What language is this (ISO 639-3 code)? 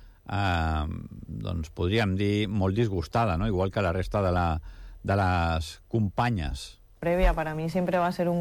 cat